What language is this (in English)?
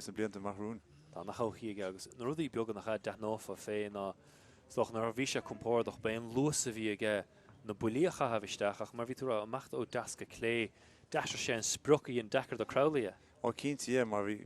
Irish